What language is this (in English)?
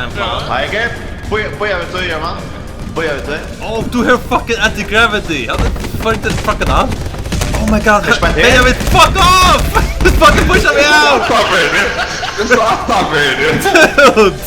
Faroese